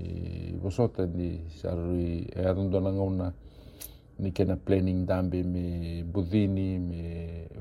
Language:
Fijian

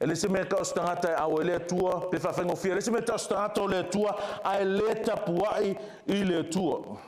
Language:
Samoan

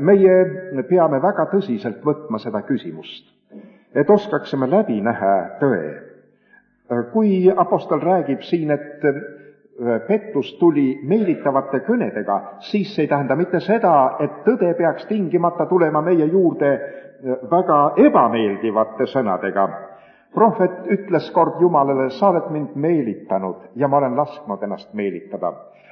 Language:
Estonian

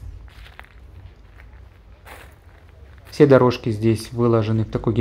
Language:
Russian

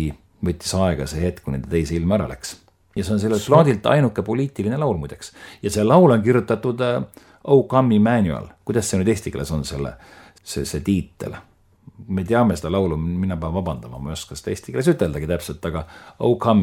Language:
Estonian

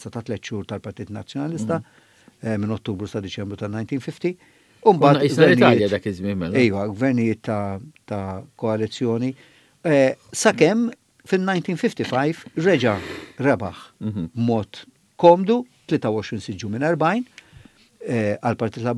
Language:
Maltese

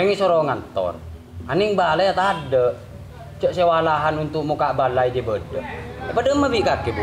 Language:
Madurese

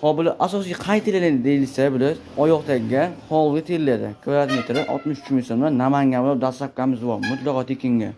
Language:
Uzbek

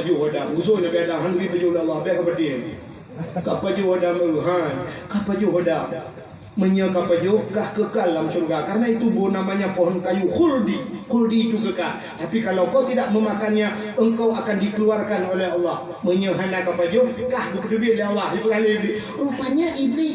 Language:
Achinese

